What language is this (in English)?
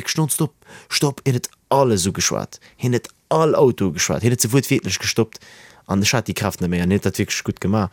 Luxembourgish